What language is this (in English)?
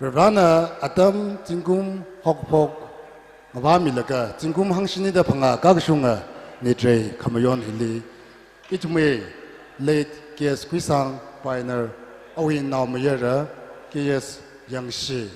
Tangkhul Naga (India)